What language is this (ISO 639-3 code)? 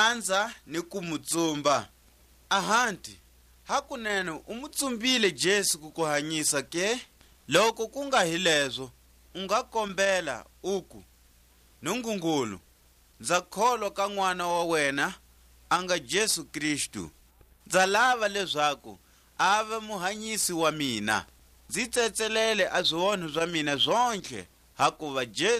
tsc